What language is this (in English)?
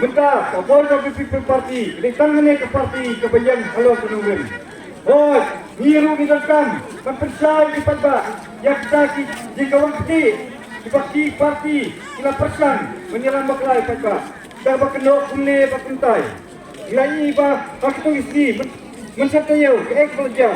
Khasi